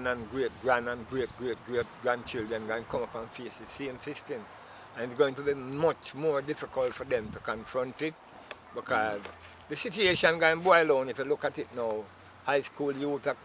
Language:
Jamaican Creole English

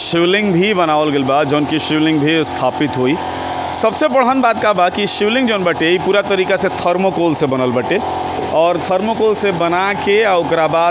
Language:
Bhojpuri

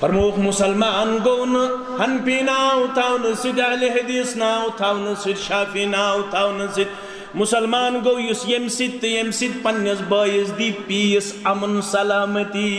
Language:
Kashmiri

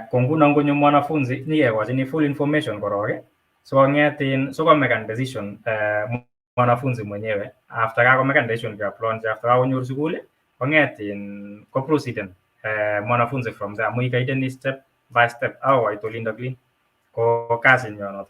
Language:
Kalenjin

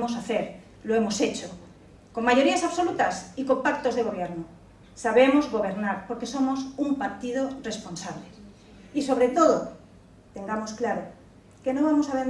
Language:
Spanish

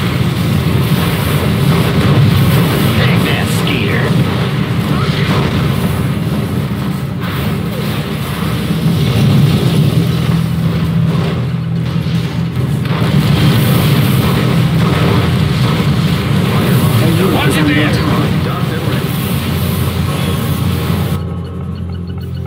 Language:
English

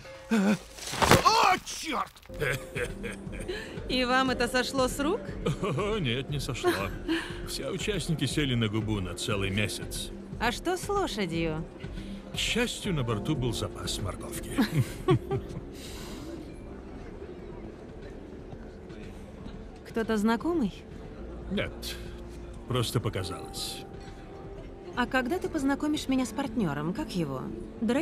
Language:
Russian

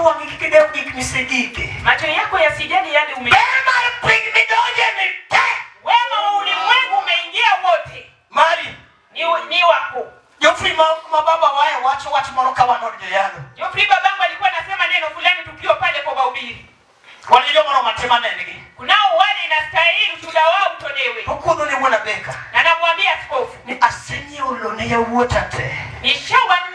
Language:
Luo (Kenya and Tanzania)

